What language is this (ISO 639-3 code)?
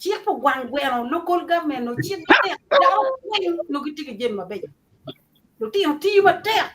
ach